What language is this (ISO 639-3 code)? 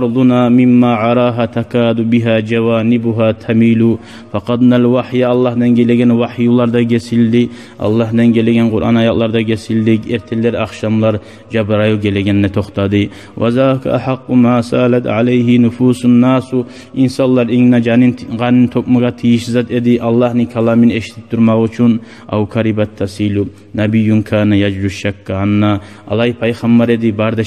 kum